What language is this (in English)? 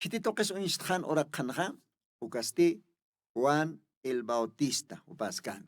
Aymara